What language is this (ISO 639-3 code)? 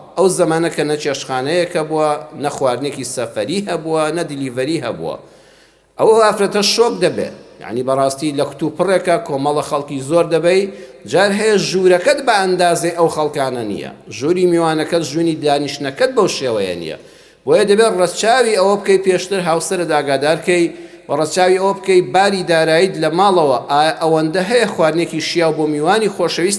ckb